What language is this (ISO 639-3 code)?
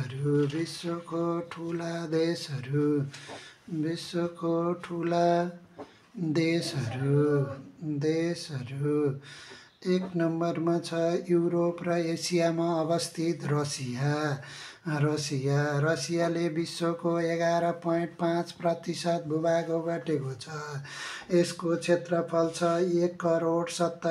nep